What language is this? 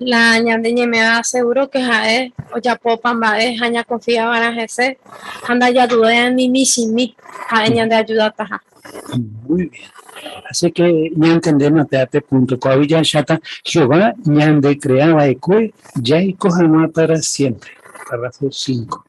Guarani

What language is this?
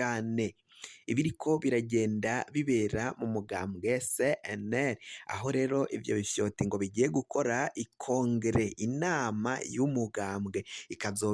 Rundi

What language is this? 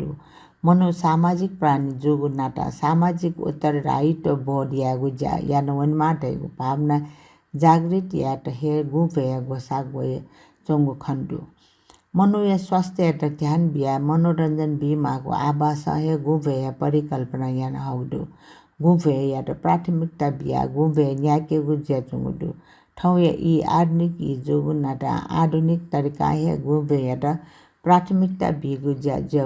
Newari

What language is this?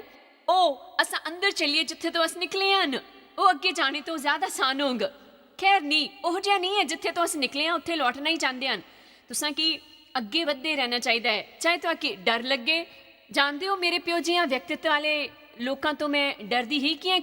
Dogri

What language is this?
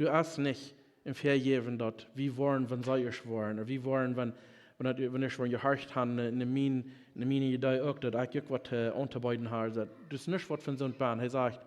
Plautdietsch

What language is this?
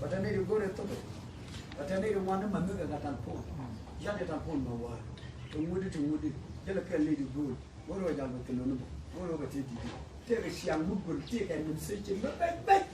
Nuer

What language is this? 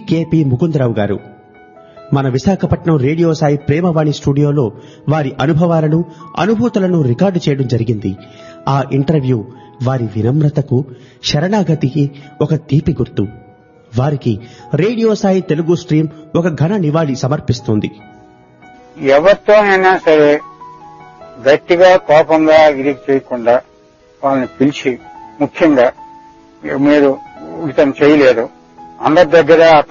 Telugu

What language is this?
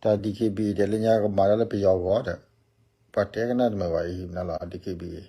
S'gaw Karen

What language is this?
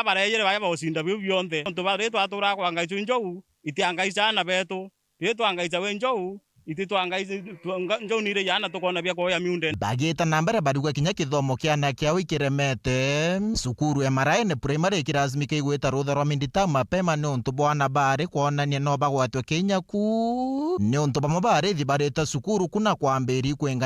Meru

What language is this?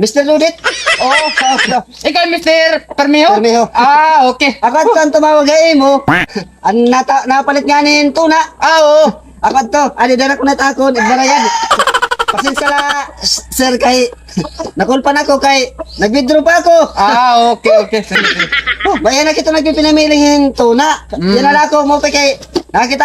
Waray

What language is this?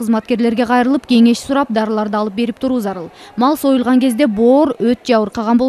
Kyrgyz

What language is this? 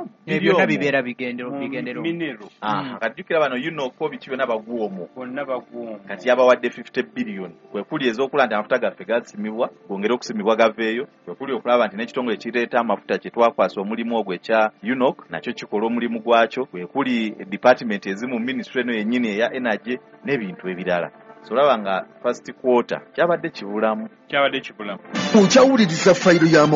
Ganda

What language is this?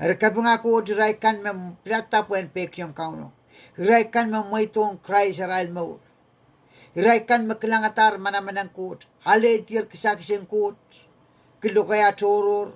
Pohnpeian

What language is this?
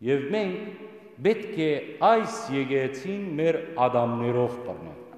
Western Armenian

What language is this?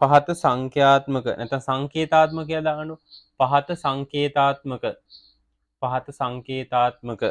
Sinhala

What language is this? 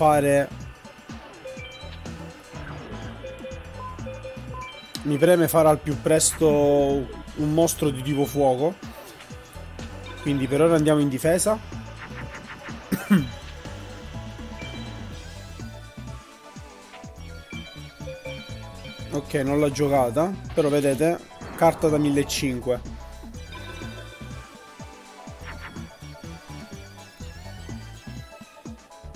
Italian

